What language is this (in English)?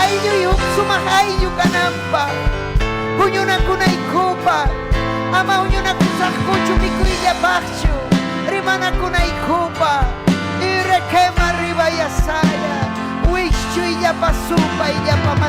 Ayacucho Quechua